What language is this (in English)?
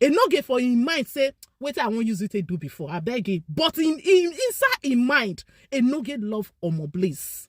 Nigerian Pidgin